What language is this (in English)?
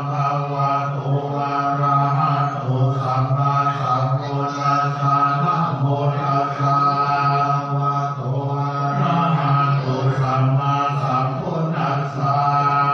Pali